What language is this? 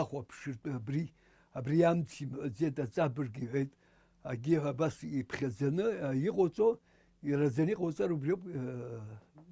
Abkhazian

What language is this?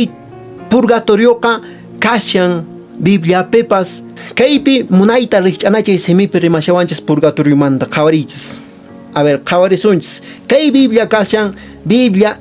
Quechua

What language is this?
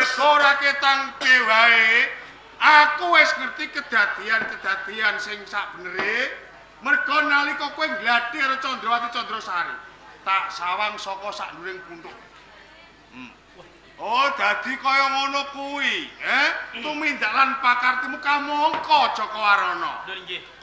Javanese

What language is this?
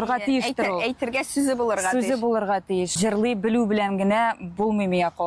Tatar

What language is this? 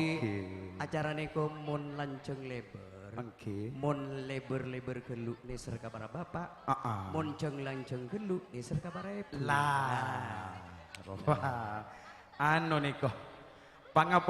Madurese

